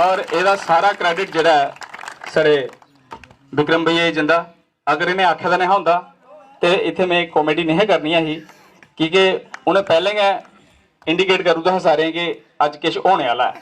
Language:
Dogri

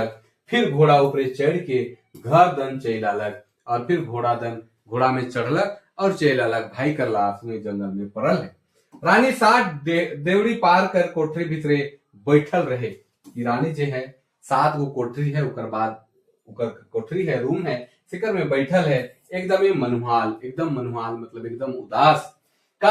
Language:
Sadri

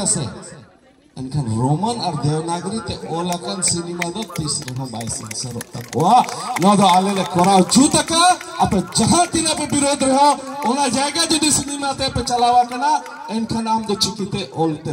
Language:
Santali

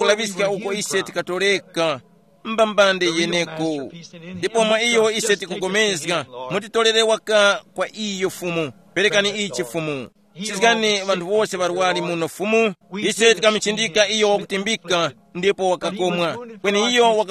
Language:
Tumbuka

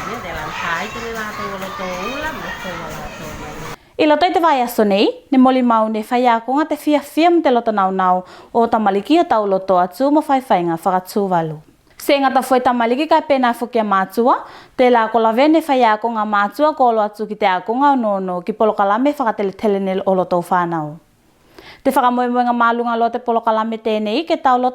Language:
Tuvalu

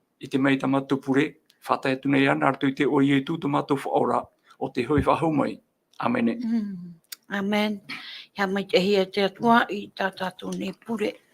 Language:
Tahitian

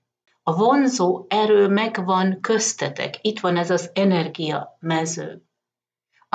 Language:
Hungarian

